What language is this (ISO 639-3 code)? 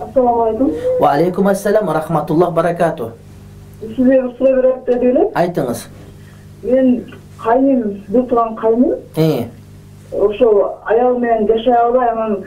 kir